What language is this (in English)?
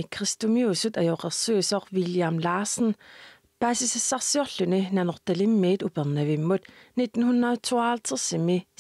Kalaallisut